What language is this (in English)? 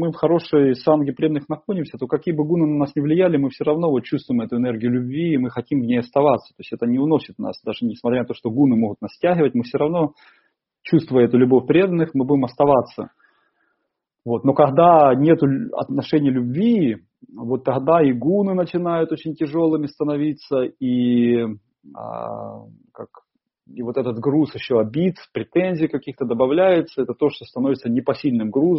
Russian